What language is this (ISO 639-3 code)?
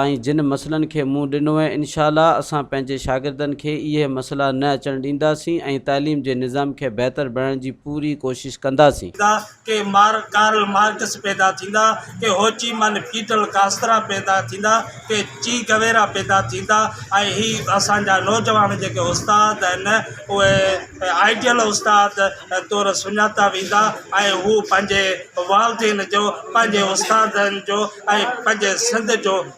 snd